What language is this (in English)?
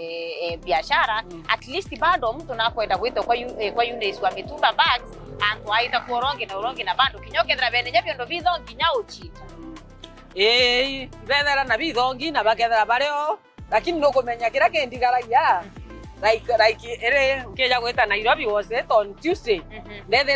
Meru